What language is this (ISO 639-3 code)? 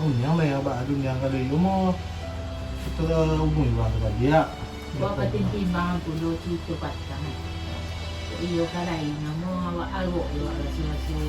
min